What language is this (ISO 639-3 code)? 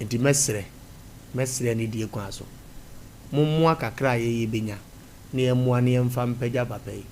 aka